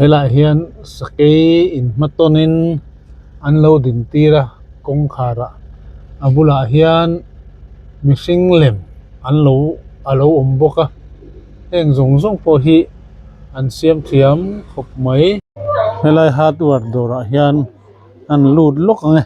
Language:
Mizo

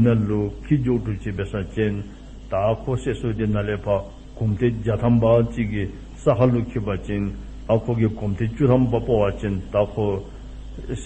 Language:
Dzongkha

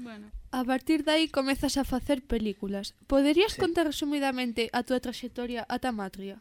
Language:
Galician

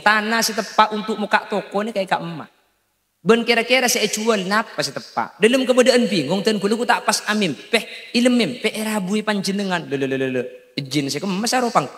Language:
Madurese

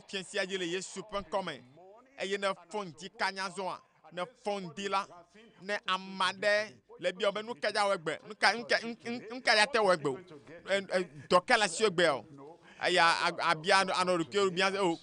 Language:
Ewe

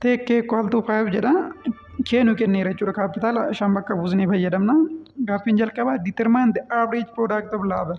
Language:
Oromo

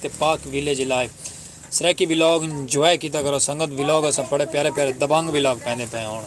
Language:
Saraiki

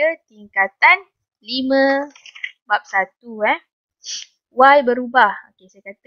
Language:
Malay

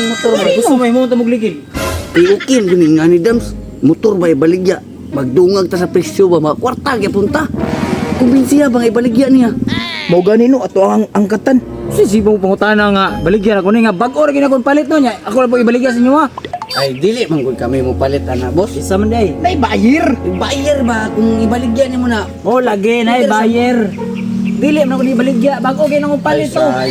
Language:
Cebuano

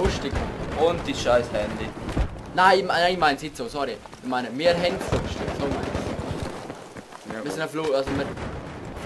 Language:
Swiss German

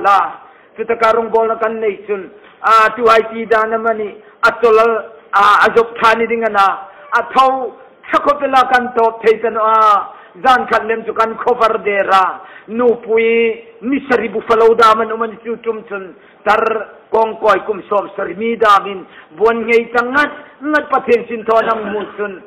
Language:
Hmar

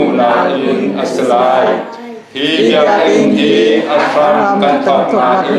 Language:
Hakha Chin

